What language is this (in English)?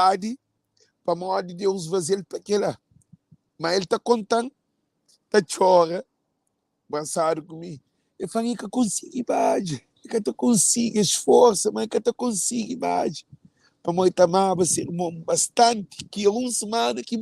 Kabuverdianu